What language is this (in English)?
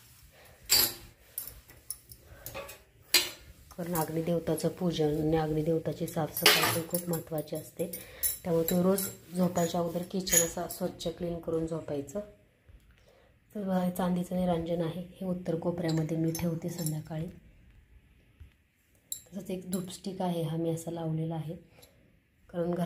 Marathi